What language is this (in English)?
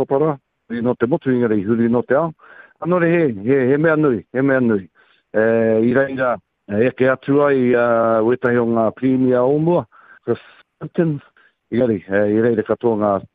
Māori